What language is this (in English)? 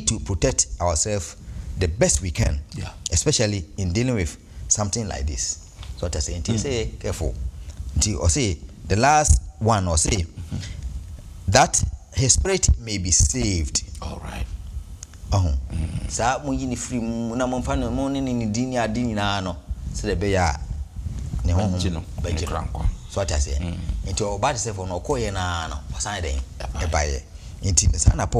Akan